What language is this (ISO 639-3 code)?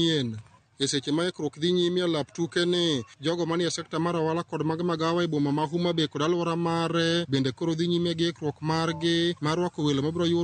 luo